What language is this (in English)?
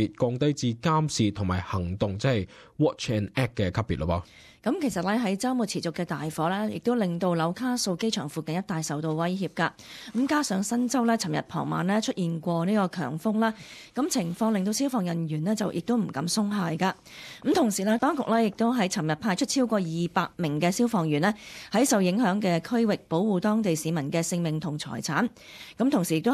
Cantonese